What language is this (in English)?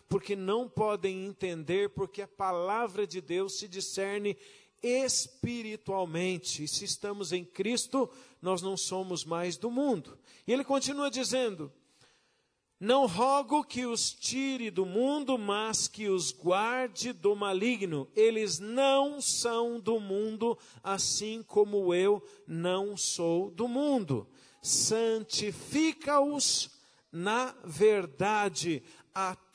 Portuguese